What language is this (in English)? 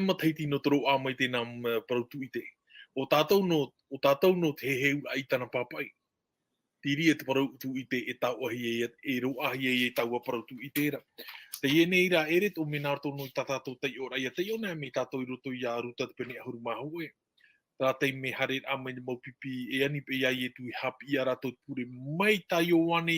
Tahitian